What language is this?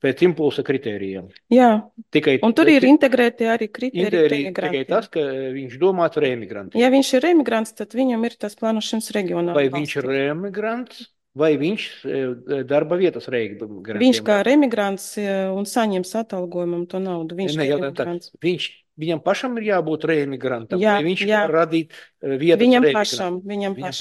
Latvian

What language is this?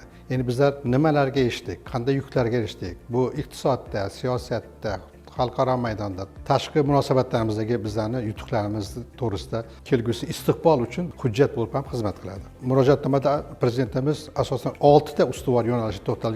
Uzbek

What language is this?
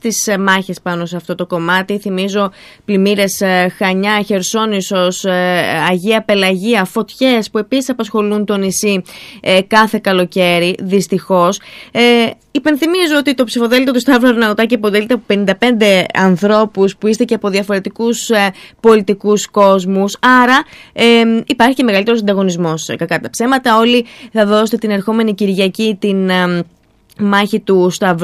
Greek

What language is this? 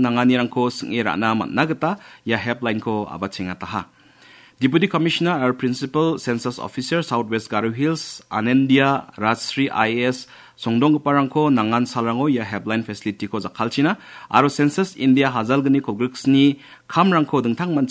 Garo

